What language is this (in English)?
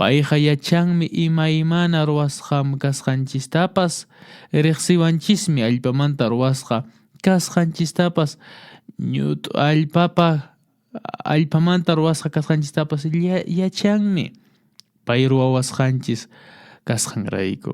Quechua